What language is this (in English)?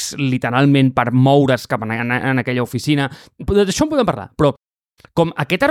Catalan